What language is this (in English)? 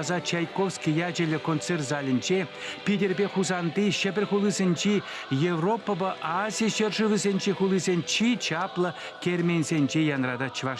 Chuvash